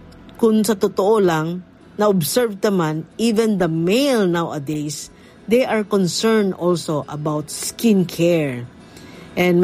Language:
Hiligaynon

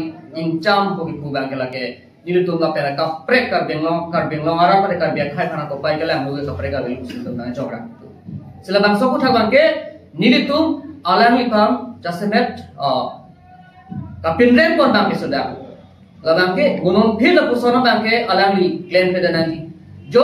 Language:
Karbi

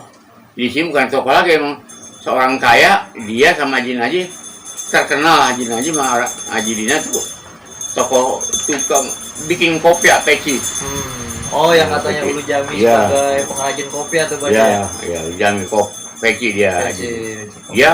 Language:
Betawi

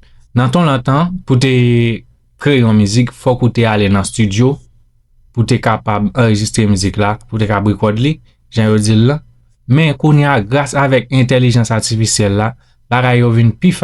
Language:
Haitian Creole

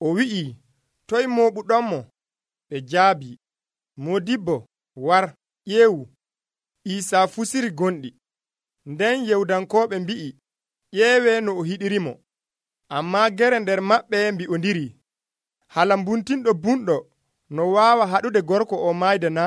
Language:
Nigerian Fulfulde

